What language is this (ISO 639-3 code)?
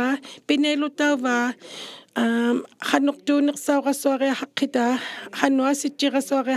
iku